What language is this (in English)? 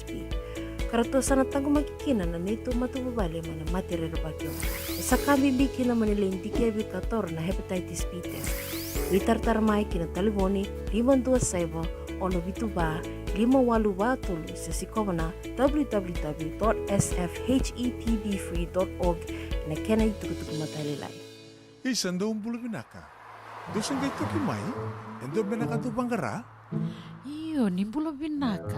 Fijian